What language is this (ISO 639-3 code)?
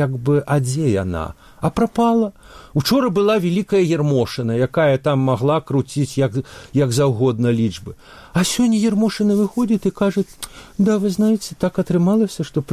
bel